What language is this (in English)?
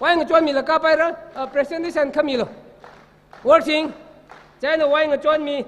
Tangkhul Naga (India)